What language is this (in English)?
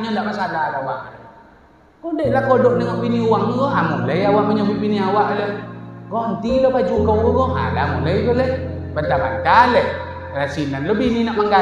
Minangkabau